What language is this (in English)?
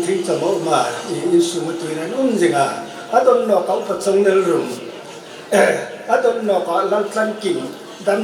Hmar